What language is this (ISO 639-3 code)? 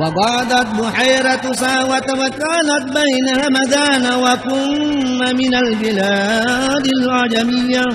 bug